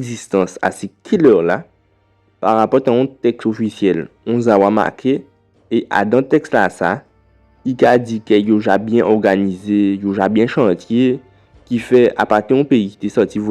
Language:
Guadeloupean Creole French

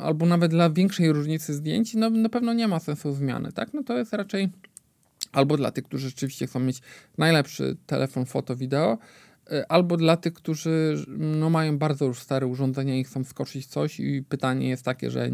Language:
Polish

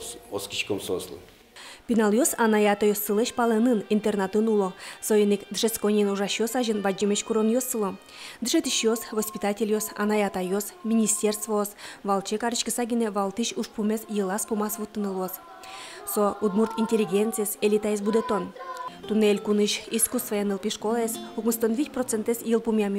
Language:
Udmurt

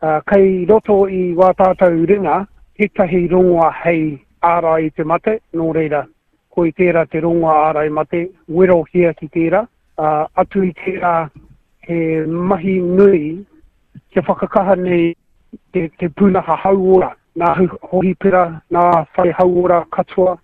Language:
Māori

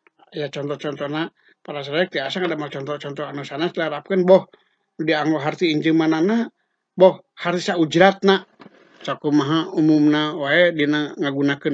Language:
Sundanese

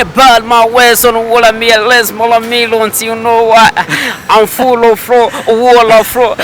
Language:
Nyankole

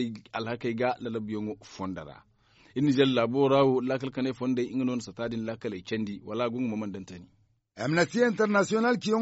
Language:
Zarma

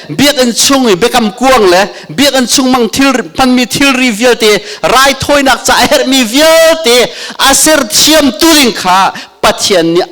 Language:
Hakha Chin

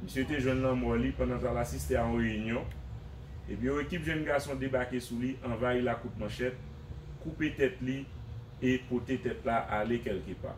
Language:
Haitian Creole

